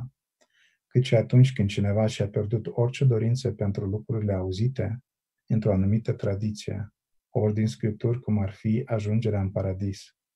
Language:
Romanian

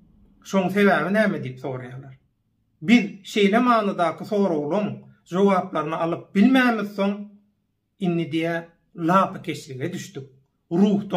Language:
Turkmen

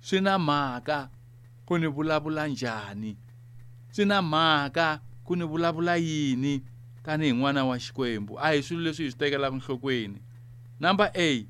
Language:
Tsonga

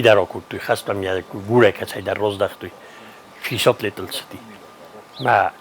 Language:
Ossetic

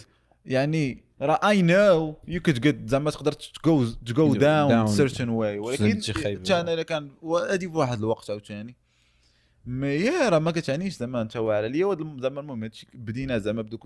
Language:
Moroccan Arabic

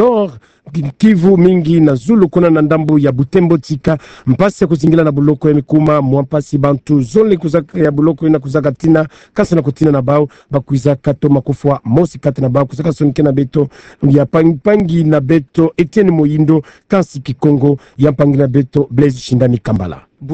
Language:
Kituba (Democratic Republic of Congo)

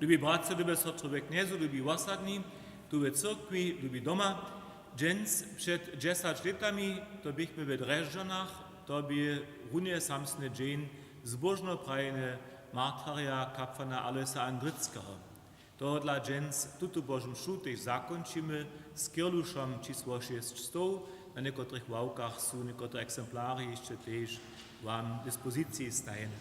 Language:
Upper Sorbian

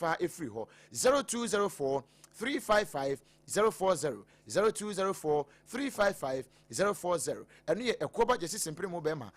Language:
Akan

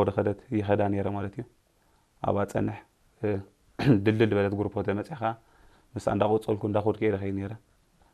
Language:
Tigrinya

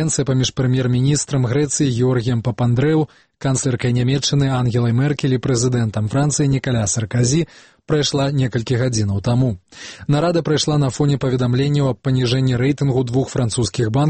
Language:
Belarusian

